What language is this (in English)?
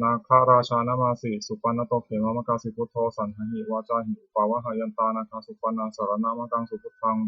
Pali